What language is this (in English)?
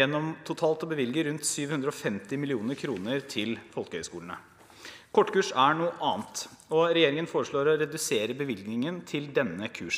Norwegian